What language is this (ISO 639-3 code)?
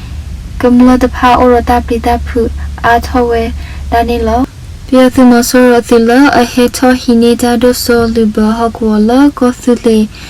ksw